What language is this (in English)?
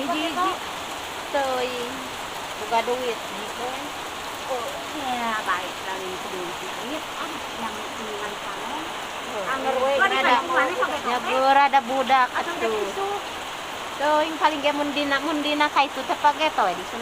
Sundanese